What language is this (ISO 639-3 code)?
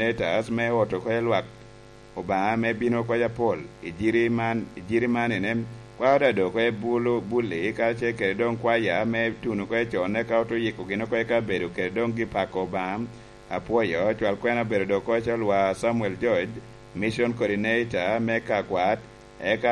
laj